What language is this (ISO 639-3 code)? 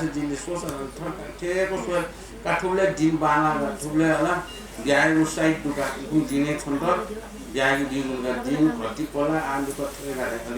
new